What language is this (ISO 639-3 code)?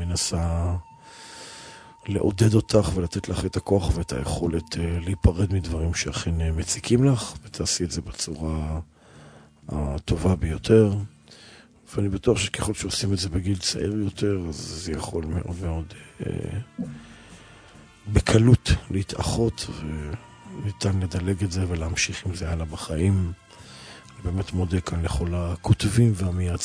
heb